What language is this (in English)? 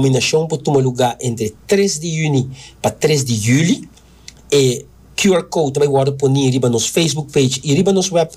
Papiamento